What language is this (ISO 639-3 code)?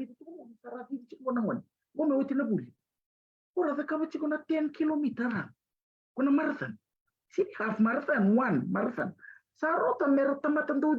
fij